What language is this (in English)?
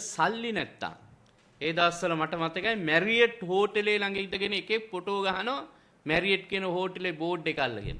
Sinhala